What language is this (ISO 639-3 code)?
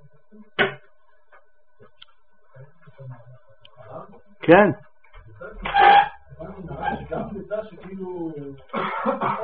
heb